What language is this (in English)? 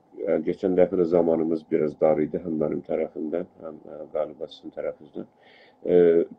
South Azerbaijani